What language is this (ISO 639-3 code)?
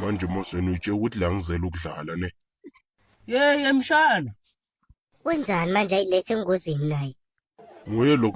zul